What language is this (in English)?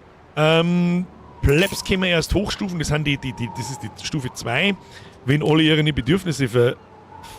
Bavarian